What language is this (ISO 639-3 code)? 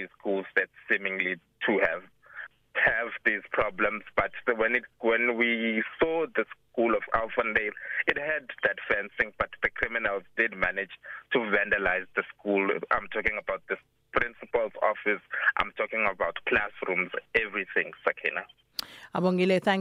eng